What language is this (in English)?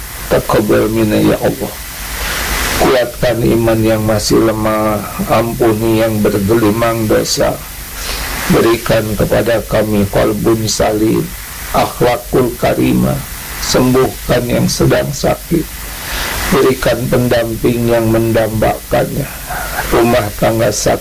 Indonesian